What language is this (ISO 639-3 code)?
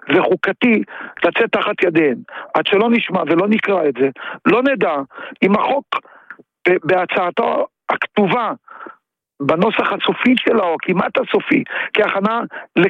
heb